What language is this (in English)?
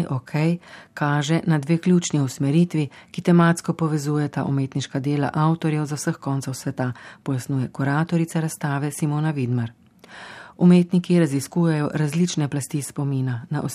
Slovenian